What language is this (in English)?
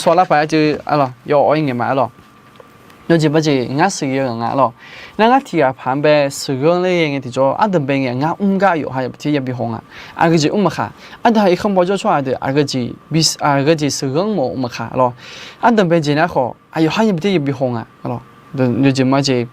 Akha